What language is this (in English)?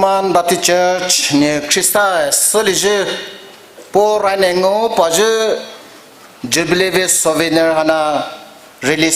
Poumei Naga